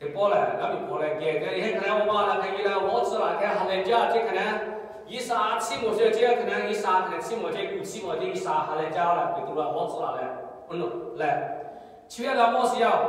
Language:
Lahu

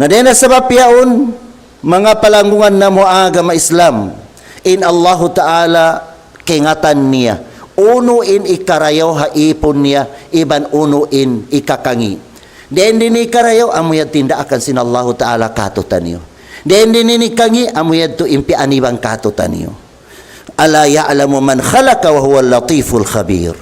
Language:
Tausug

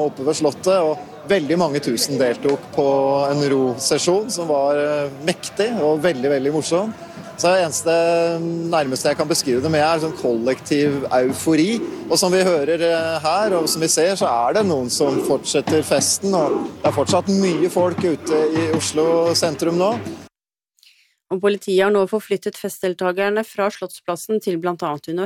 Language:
Norwegian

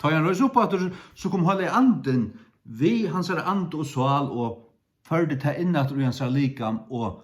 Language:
Faroese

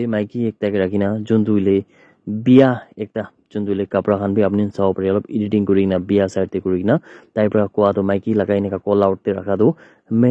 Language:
Naga Pidgin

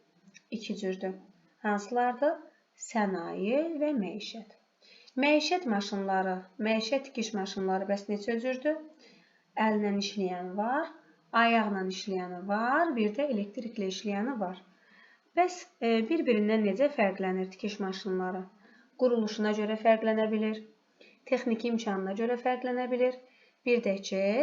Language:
Azerbaijani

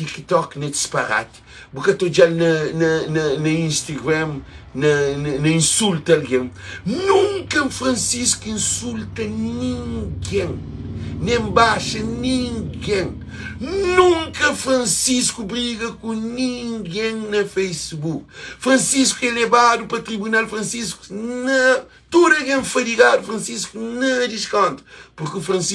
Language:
Kabuverdianu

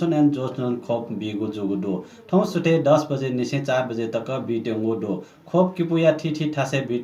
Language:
Newari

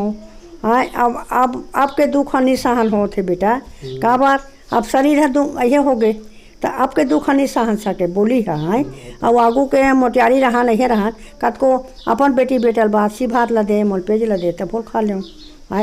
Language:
Chhattisgarhi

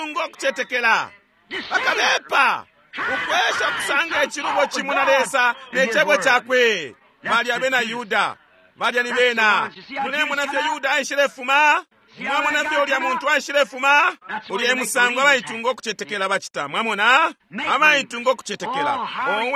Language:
Bemba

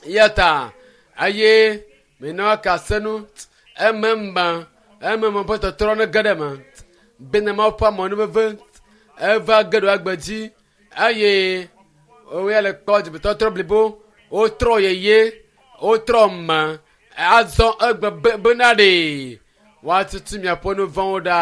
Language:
Ewe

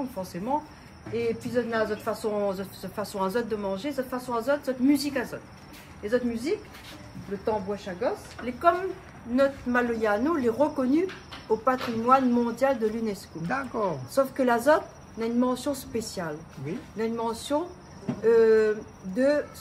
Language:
Réunion Creole French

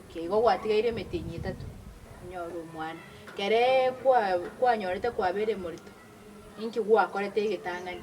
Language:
Gusii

